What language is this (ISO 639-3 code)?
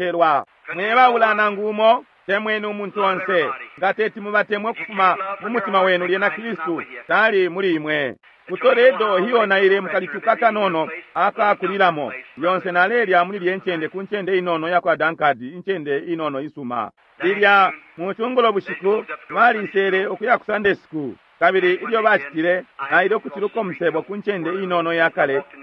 bem